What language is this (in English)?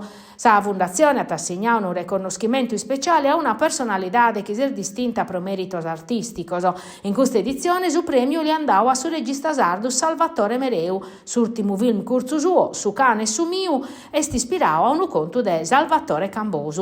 Sardinian